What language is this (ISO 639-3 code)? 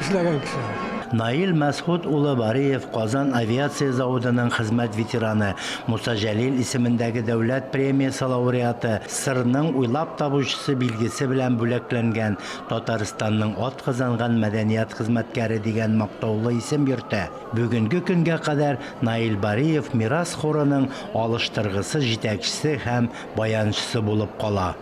tat